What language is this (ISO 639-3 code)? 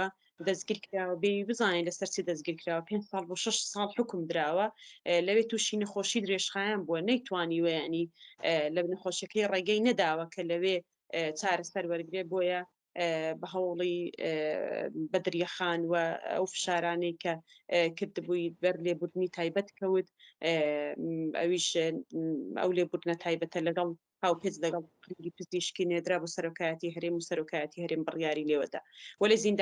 ckb